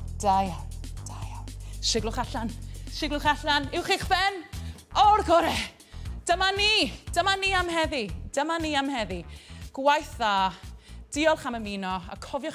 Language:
Welsh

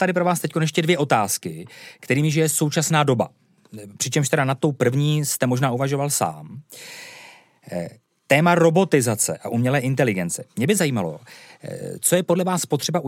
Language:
Czech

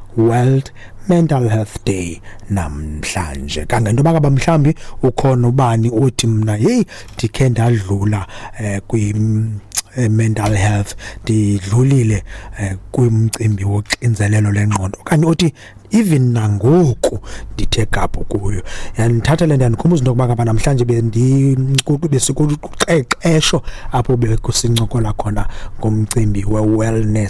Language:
Xhosa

